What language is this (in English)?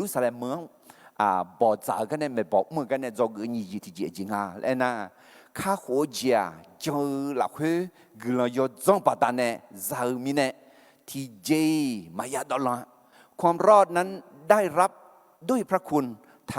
Akha